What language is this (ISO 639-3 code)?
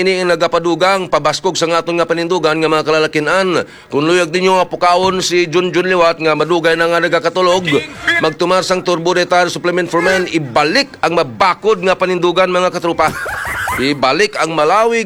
hil